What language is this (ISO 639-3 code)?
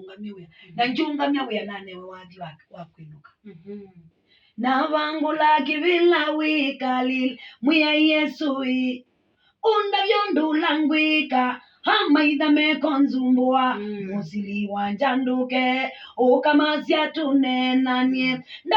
kam